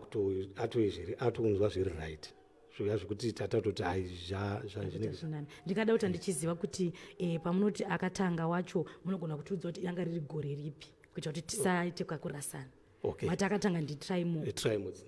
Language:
Shona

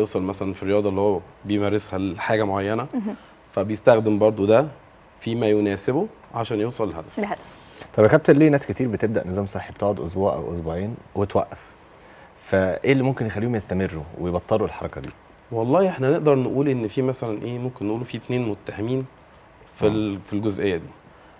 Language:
Egyptian Arabic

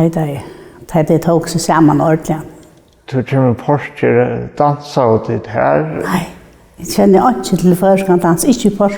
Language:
Faroese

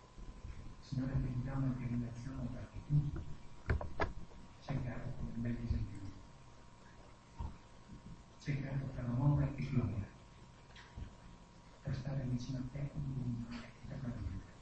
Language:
Italian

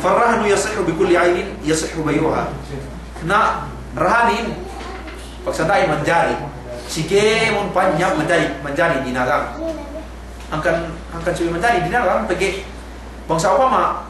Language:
Yakan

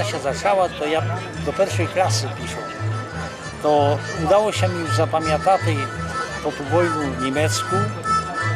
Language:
Rusyn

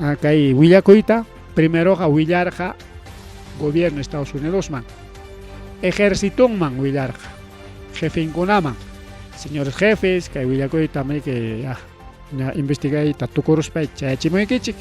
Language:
Ayacucho Quechua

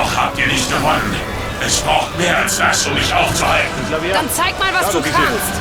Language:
Bavarian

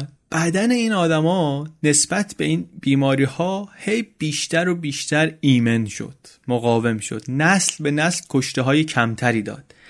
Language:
Persian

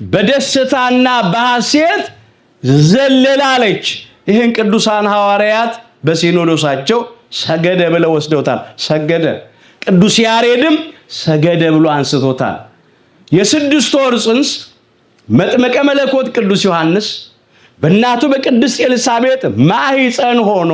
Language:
Amharic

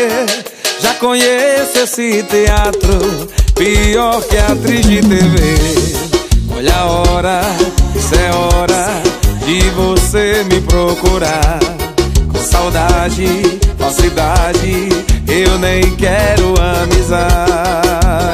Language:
Portuguese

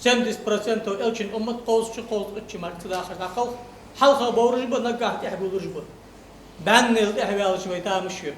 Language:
Ingush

